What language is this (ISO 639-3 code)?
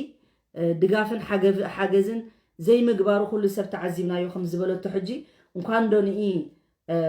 tir